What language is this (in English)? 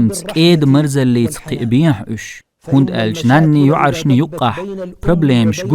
Chechen